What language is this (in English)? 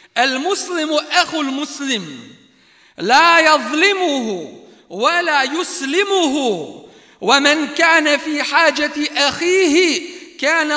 Bosnian